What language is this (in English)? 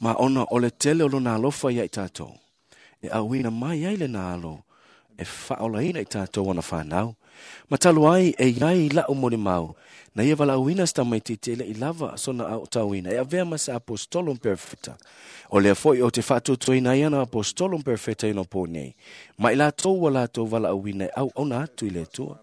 Samoan